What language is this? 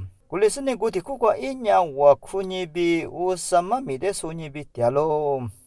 Lisu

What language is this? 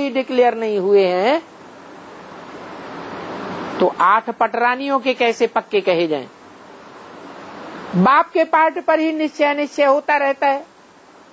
Hindi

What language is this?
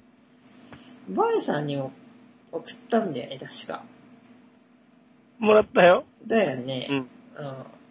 Japanese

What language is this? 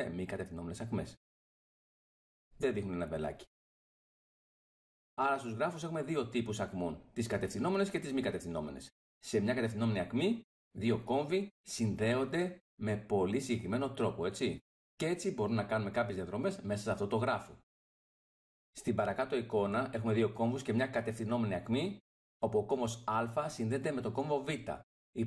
Greek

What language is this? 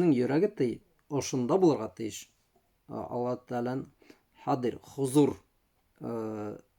Bashkir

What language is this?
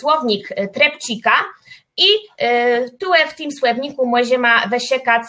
Kashubian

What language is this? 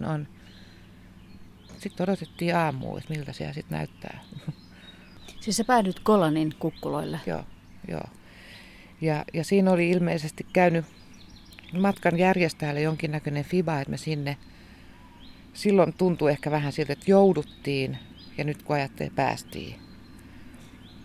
Finnish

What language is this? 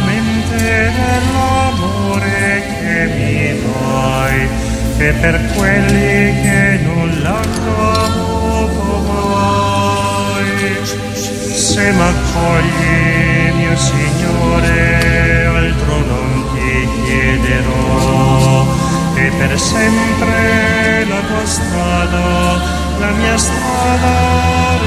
Italian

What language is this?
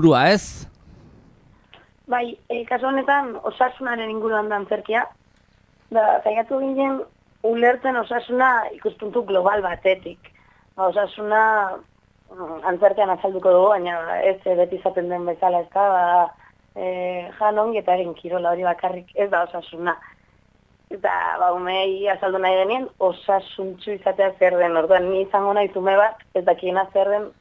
Basque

